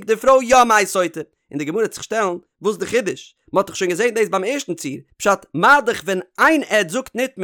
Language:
Yiddish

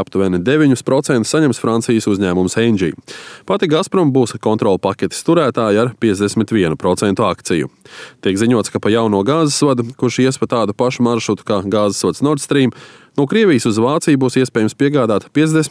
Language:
Latvian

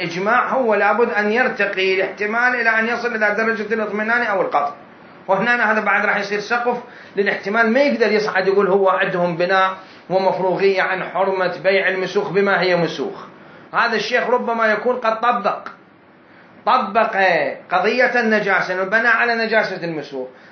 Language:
Mesopotamian Arabic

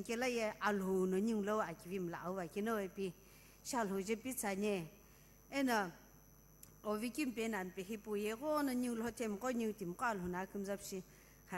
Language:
Sumi Naga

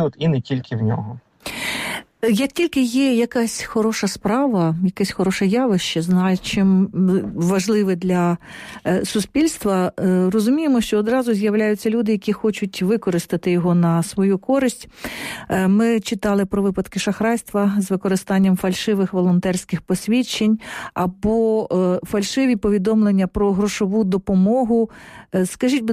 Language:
Ukrainian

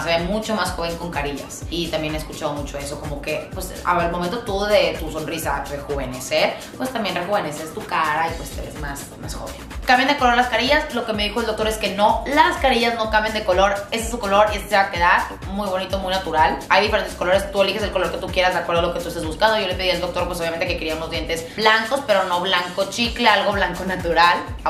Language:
Spanish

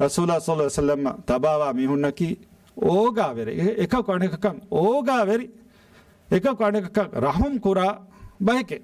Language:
Divehi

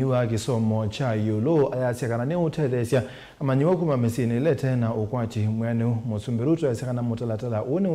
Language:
Kamba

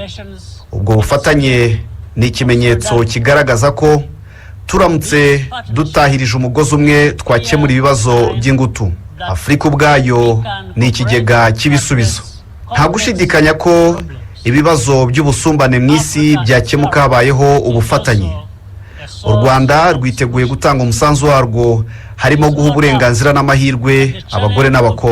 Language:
Kinyarwanda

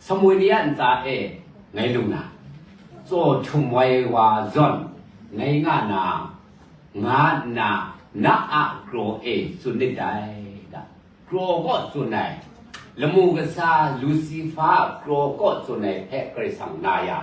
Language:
Kachin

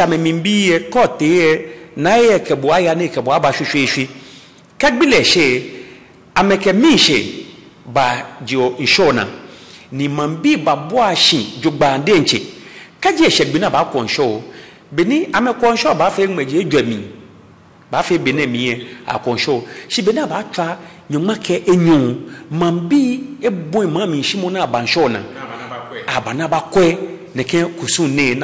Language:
Ga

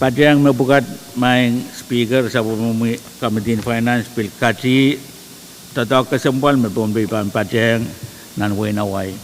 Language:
Pohnpeian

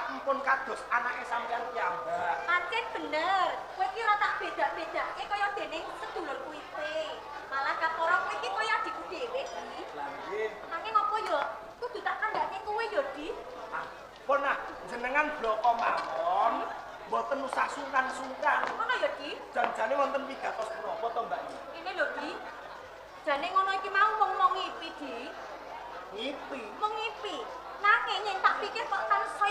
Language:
Javanese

